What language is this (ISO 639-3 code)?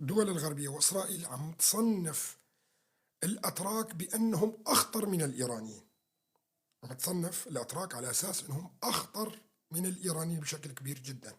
apc